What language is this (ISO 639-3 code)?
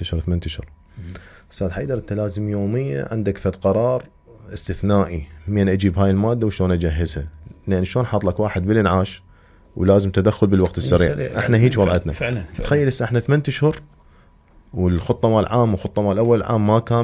acm